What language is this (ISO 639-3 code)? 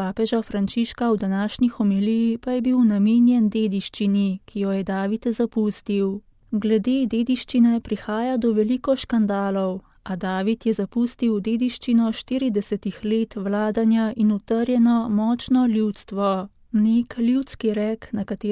slv